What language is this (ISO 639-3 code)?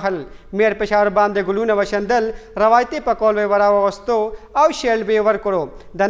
pus